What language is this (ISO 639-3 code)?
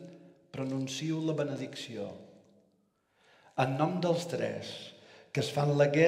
cat